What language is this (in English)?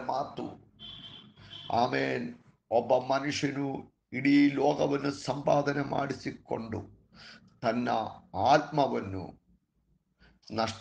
Kannada